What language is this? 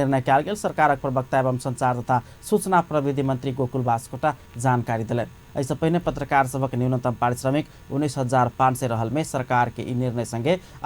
Maithili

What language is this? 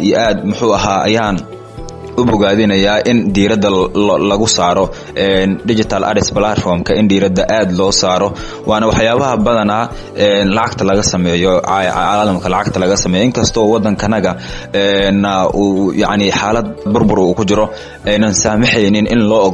Somali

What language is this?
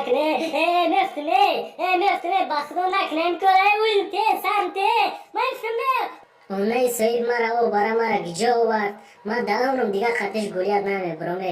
Tajik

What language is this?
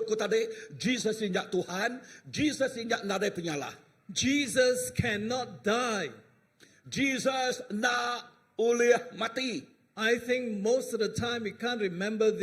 Iban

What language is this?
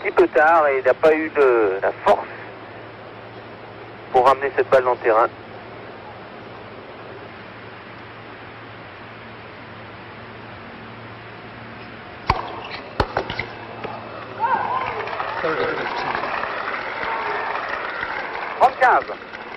French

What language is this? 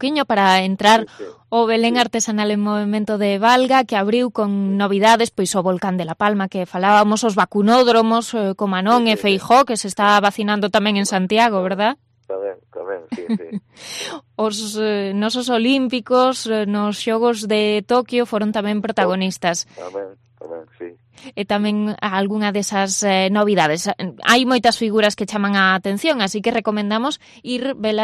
Galician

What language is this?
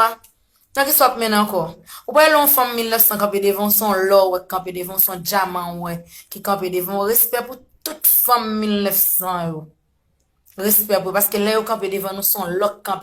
Haitian Creole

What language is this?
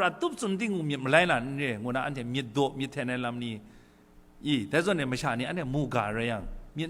Kachin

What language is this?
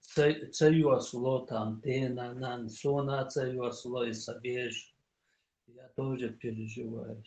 Chechen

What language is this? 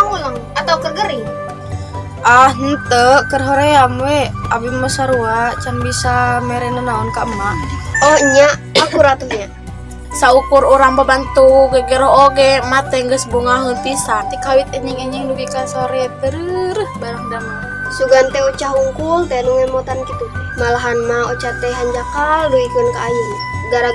Sundanese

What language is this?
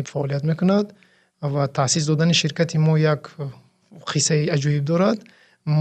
Tajik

